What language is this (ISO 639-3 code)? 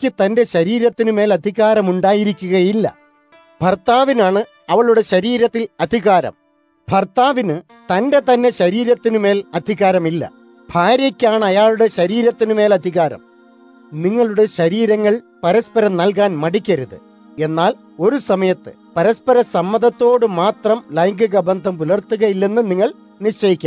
mal